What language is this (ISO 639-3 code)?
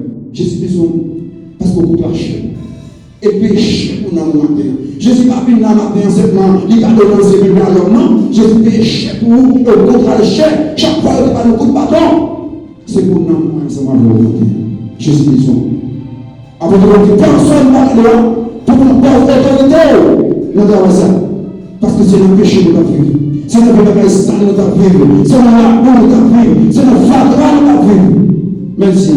hat